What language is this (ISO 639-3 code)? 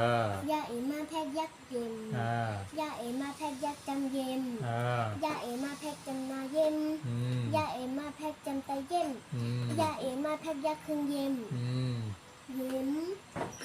shn